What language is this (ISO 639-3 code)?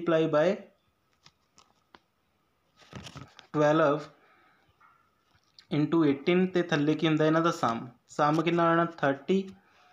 pan